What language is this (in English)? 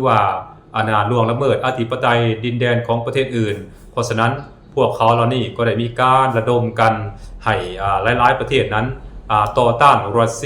Lao